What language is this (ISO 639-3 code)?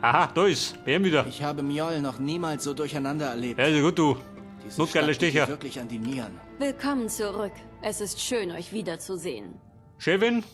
bar